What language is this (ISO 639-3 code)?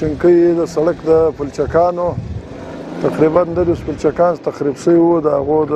pus